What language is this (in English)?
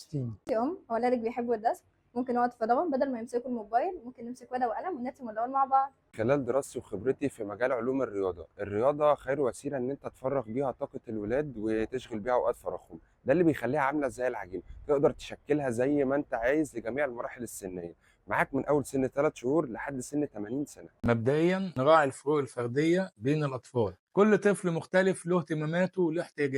Egyptian Arabic